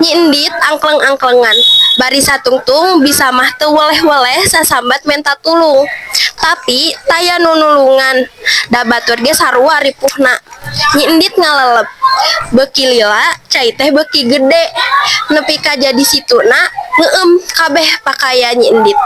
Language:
Sundanese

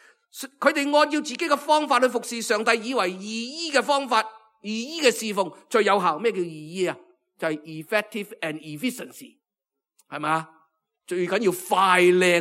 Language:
Cantonese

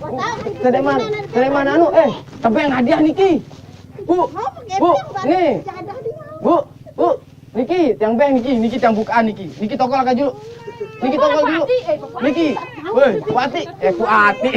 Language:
Sasak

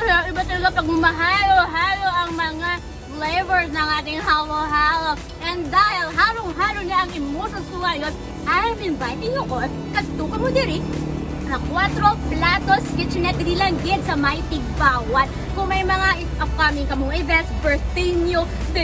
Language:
Hiligaynon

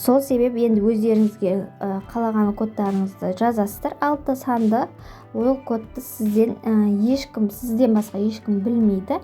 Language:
Kazakh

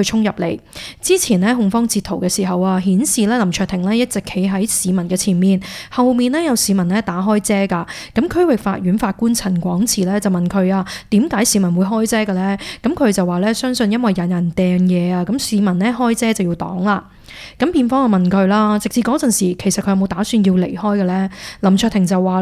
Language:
Cantonese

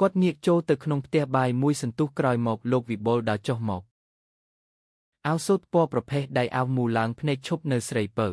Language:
Khmer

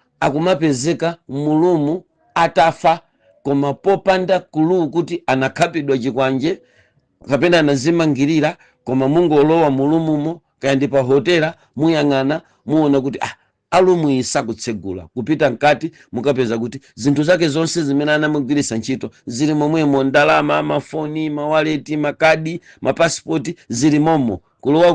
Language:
Nyanja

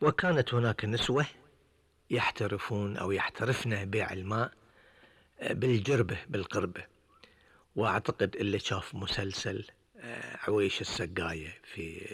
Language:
Gulf Arabic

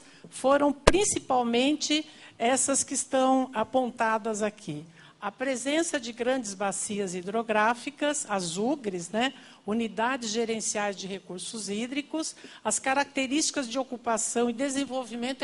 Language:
Portuguese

